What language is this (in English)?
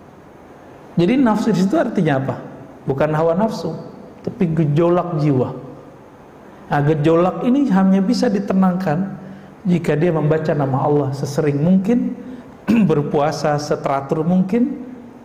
Indonesian